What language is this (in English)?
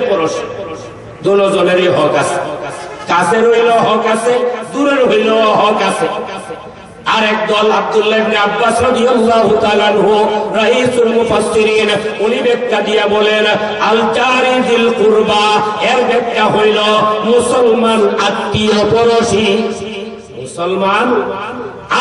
Bangla